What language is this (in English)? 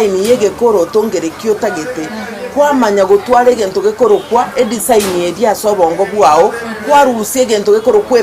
Gusii